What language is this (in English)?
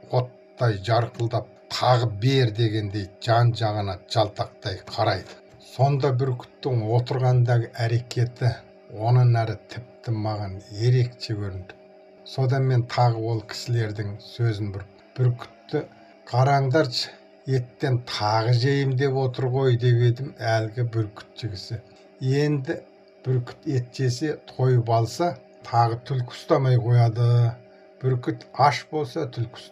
Kazakh